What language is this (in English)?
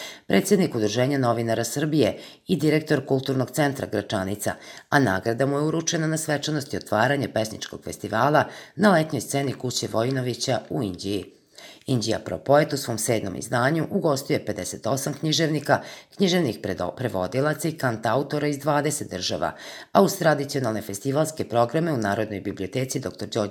Serbian